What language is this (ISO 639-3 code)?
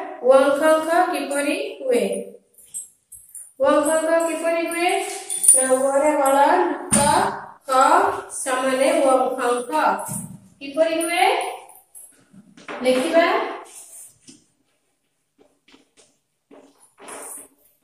ori